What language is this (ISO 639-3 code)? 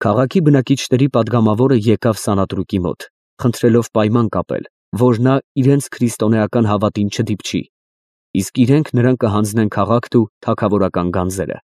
hye